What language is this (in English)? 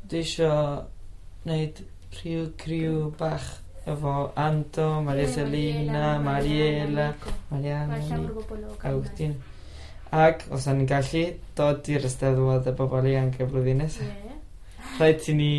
Welsh